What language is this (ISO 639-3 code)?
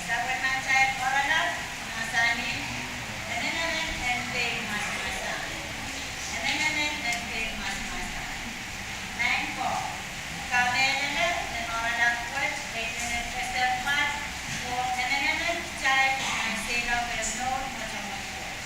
pon